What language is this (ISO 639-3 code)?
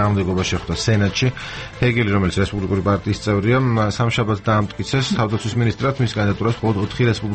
kat